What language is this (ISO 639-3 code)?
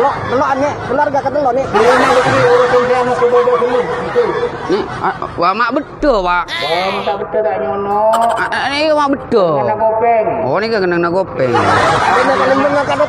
mad